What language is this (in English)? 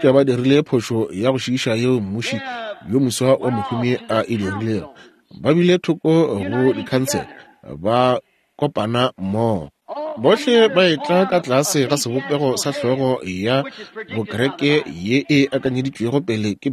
Northern Sotho